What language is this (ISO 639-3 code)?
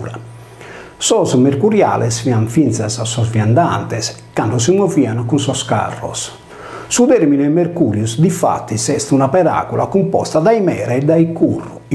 srd